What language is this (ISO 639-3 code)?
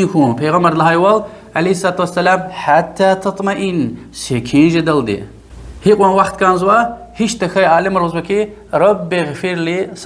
lez